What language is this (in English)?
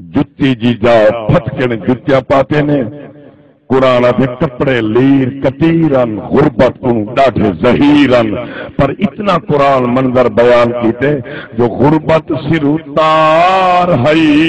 Saraiki